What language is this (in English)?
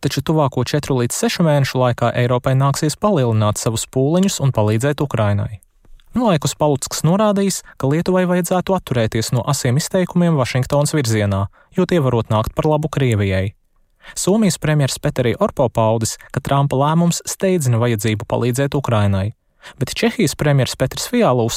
Latvian